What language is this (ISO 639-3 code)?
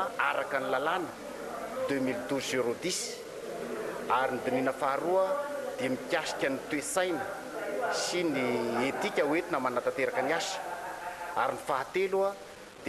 mlg